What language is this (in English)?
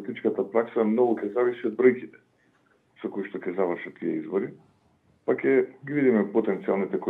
Macedonian